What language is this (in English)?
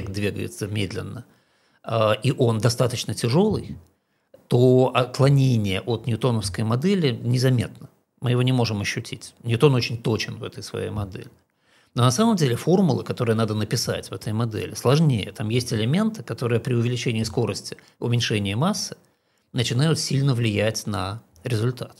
Russian